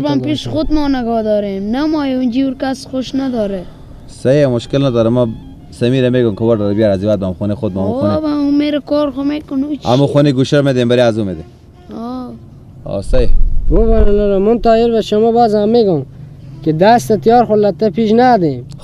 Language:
Persian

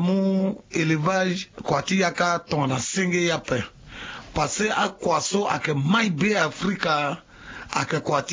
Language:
Sango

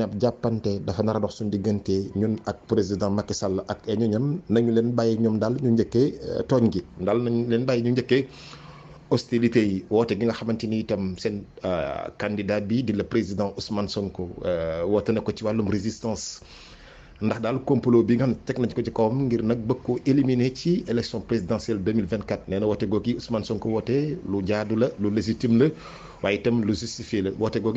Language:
Wolof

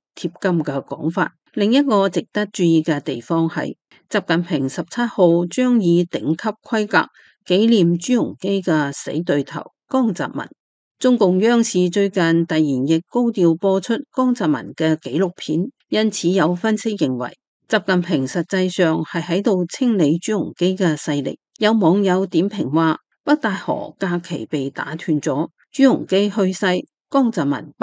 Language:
Cantonese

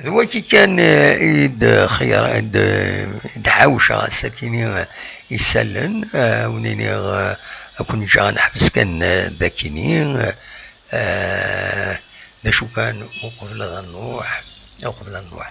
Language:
Kabyle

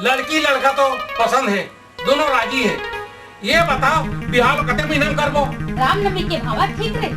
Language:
Chhattisgarhi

